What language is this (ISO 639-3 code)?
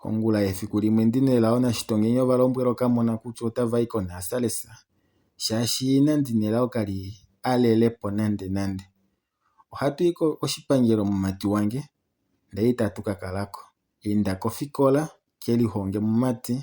kua